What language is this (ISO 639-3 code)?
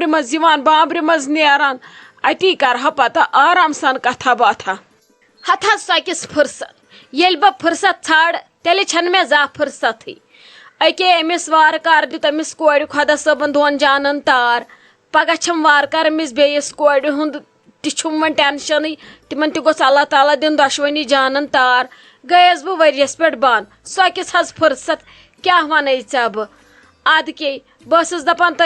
kas